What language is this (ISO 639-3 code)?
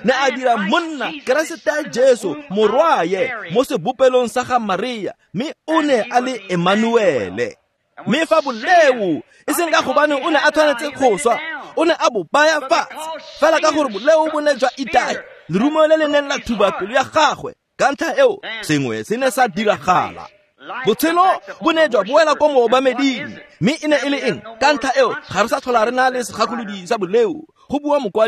tsn